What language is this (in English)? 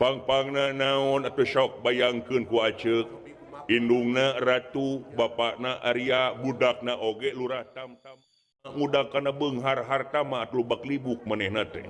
Sundanese